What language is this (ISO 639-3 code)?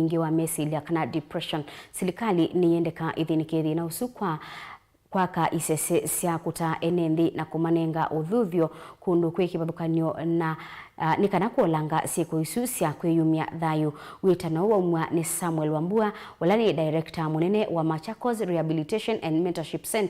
kam